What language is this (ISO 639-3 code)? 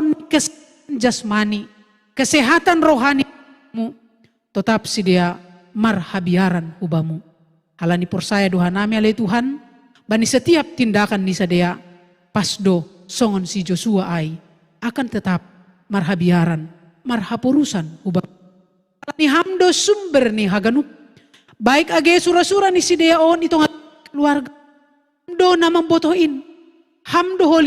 bts